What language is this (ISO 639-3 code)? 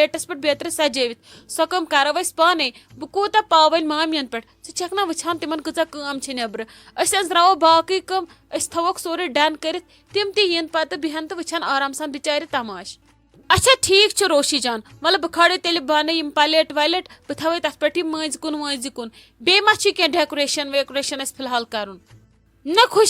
kas